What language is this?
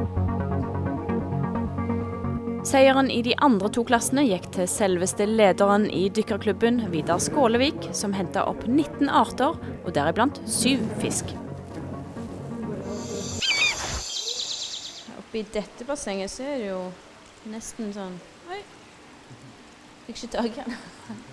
Norwegian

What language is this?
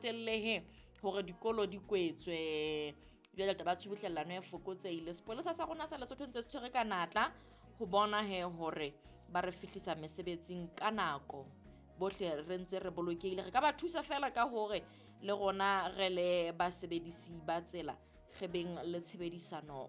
Southern Sotho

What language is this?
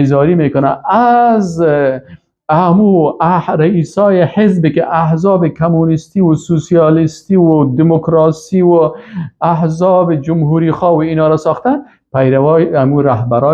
Persian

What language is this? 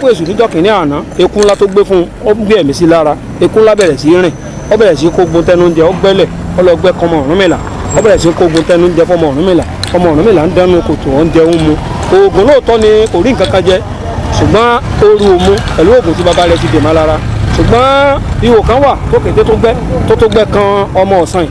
Yoruba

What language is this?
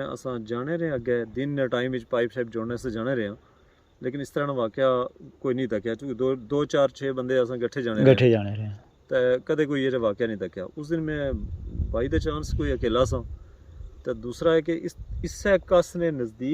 Pahari-Potwari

